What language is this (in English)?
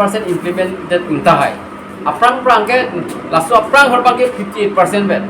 Karbi